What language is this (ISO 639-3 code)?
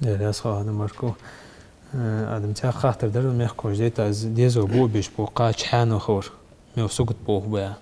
inh